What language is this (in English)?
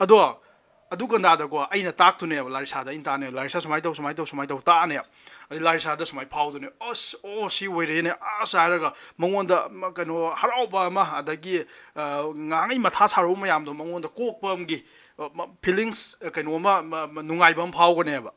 Manipuri